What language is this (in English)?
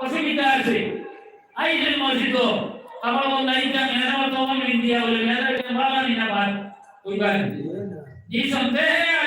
Sylheti